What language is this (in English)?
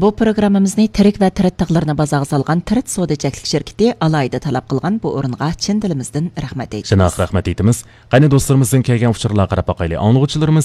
Uyghur